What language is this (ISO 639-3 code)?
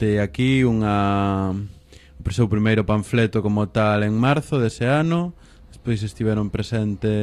glg